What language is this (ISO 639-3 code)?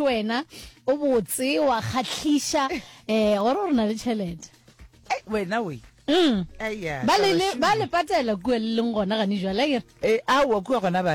nso